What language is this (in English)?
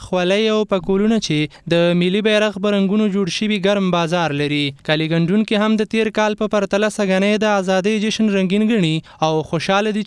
Pashto